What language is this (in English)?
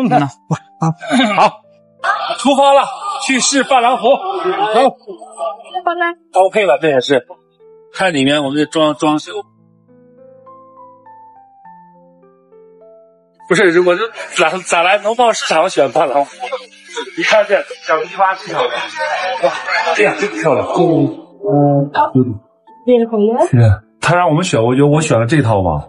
Chinese